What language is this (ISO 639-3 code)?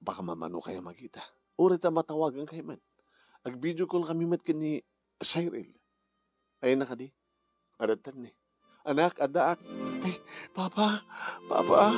ilo